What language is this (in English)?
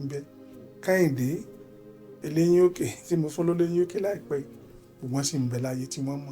Yoruba